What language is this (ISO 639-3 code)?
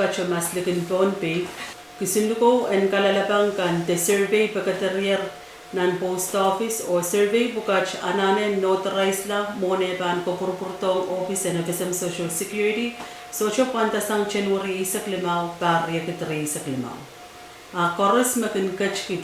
pon